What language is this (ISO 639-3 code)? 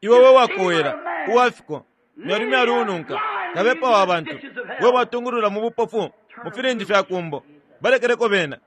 bem